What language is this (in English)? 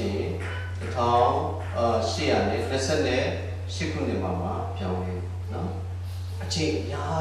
Burmese